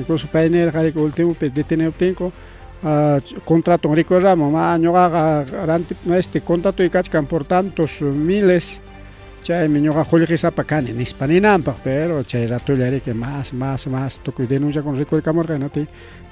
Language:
Ayacucho Quechua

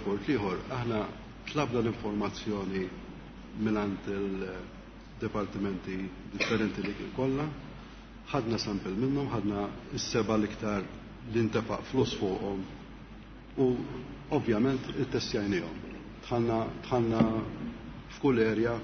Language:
Maltese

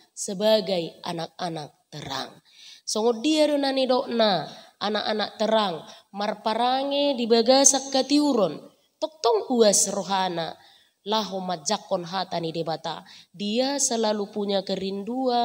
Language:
Batak Toba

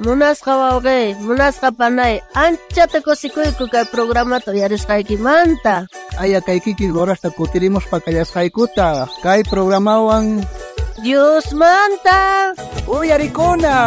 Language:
South Bolivian Quechua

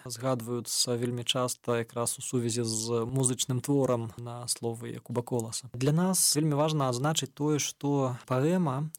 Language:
Belarusian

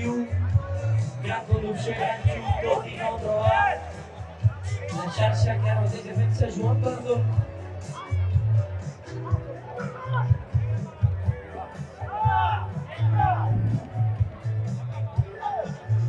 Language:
Catalan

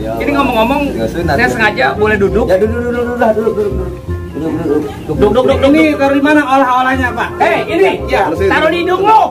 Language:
Betawi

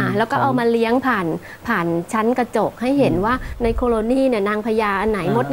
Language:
Thai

